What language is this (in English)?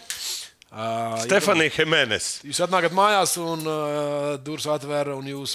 Latvian